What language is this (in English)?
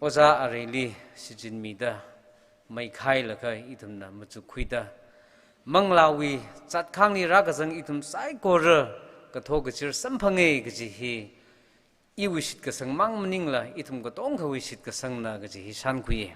Tangkhul Naga (India)